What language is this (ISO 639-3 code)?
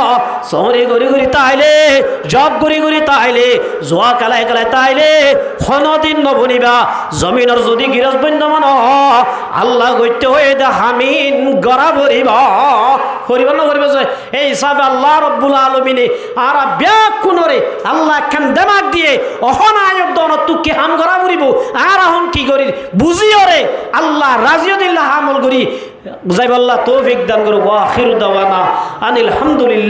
rhg